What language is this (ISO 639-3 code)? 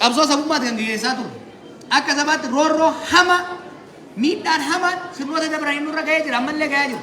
orm